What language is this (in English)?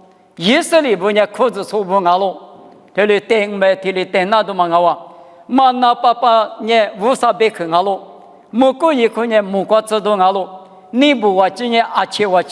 Lisu